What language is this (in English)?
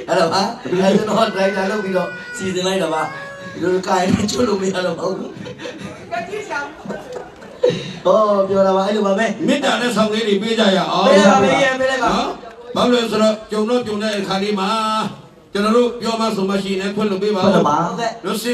Burmese